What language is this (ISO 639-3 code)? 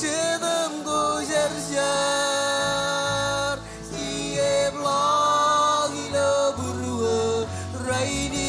mah